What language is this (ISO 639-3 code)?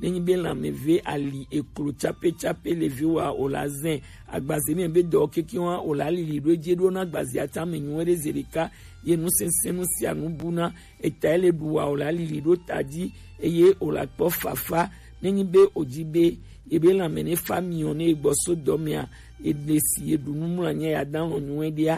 gej